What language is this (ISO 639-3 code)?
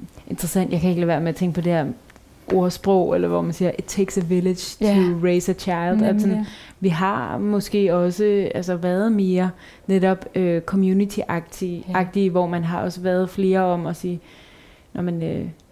dan